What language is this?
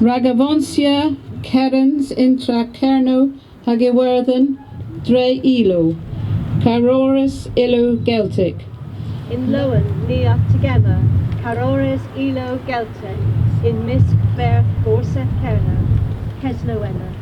Cornish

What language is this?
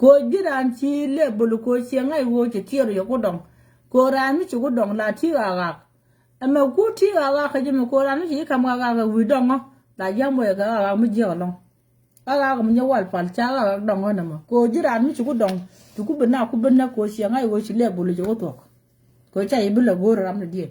Nuer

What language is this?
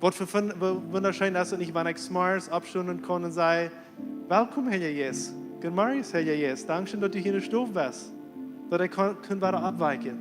Plautdietsch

